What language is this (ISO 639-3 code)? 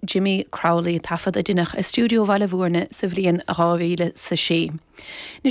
gle